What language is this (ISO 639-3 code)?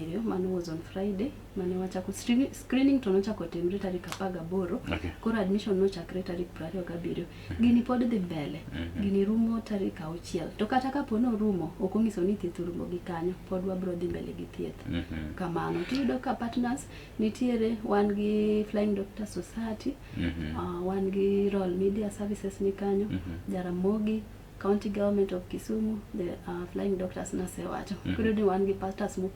luo